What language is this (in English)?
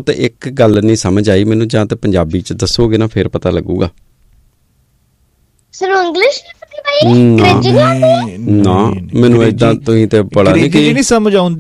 Punjabi